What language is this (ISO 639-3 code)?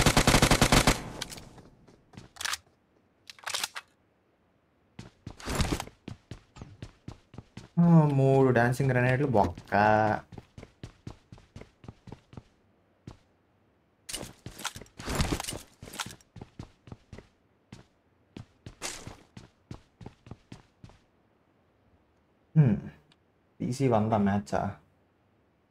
tel